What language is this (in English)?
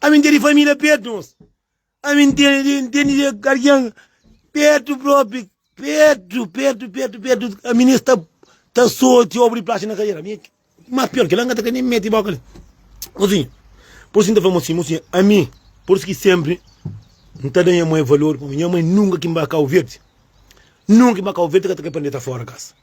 Kabuverdianu